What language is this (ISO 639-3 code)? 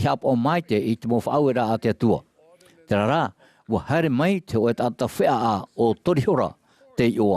tah